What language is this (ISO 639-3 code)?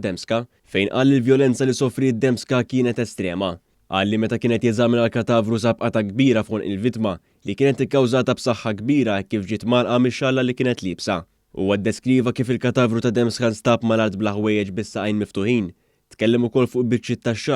mlt